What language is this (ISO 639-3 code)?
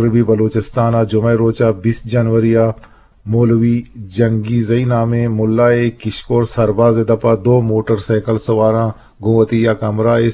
bgp